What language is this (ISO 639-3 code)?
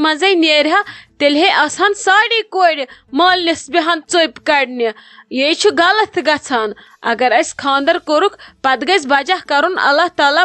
kas